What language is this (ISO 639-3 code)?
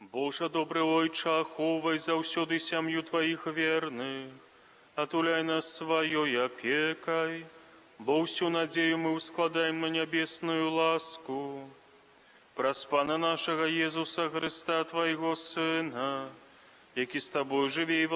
bel